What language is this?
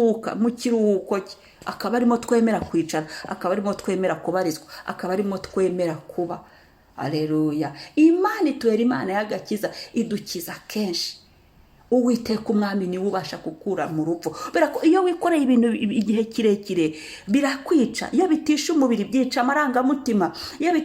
Kinyarwanda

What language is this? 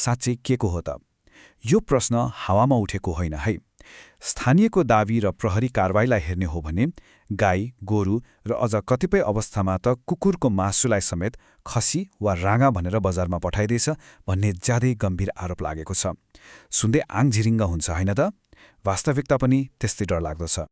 Nepali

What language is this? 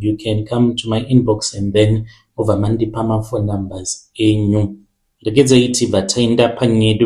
Shona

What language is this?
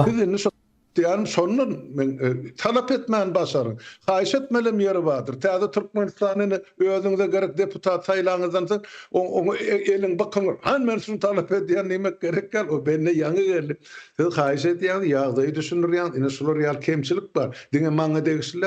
Turkmen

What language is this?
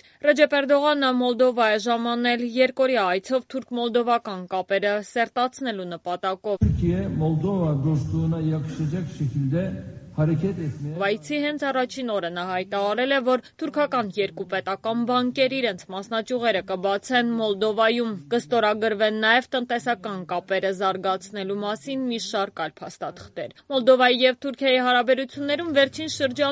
Armenian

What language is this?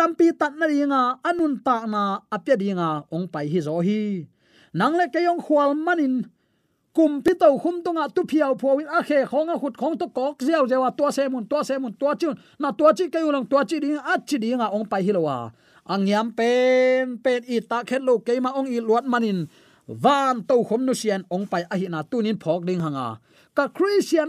Tedim Chin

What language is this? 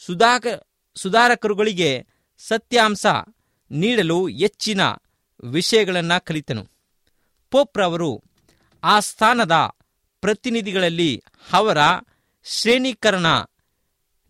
Kannada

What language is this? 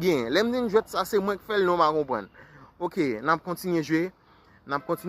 Haitian Creole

